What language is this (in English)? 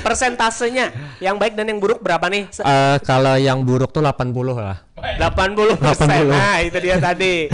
Banjar